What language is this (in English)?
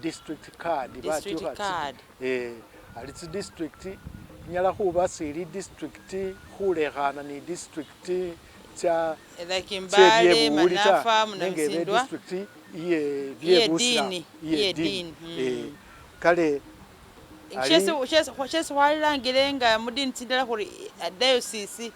Masaaba